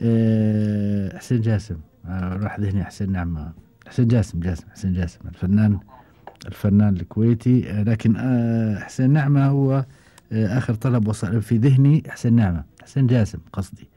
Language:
Gulf Arabic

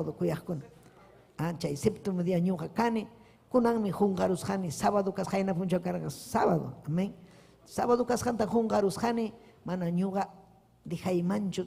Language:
Ayacucho Quechua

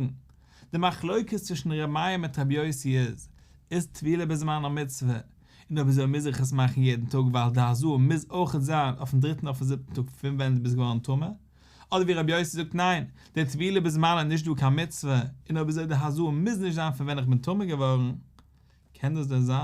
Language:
Yiddish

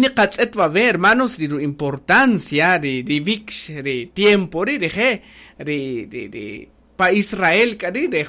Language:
Kaqchikel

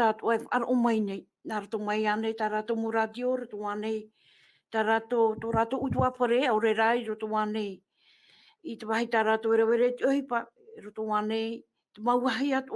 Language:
Tahitian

